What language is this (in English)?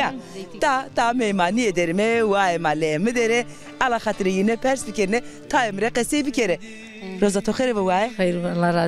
Zaza